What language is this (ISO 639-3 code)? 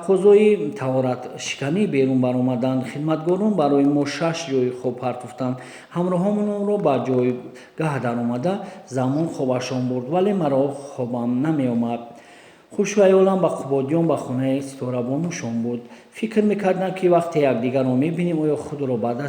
tgk